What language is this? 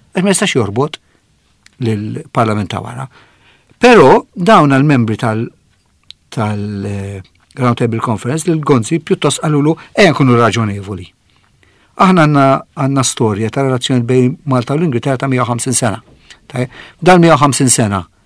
Maltese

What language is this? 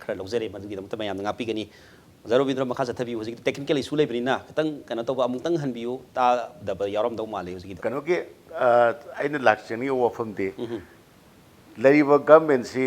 Manipuri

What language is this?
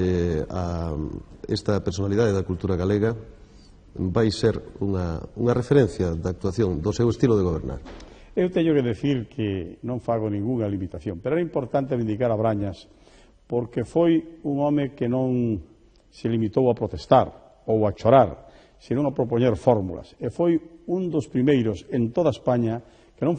Galician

